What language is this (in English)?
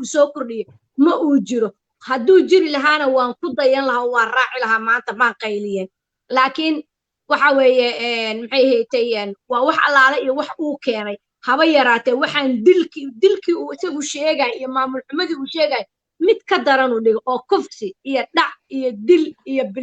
Somali